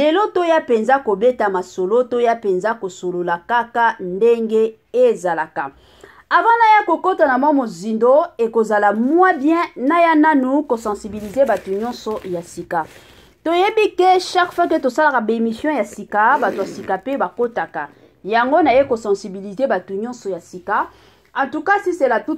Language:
Lingala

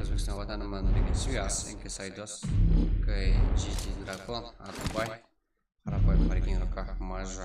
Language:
Kara-Kalpak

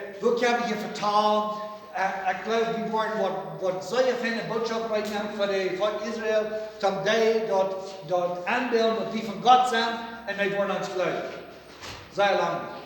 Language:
Plautdietsch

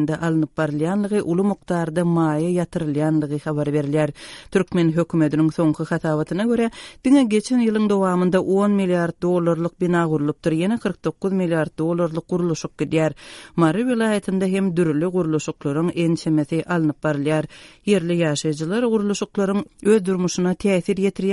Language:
Turkmen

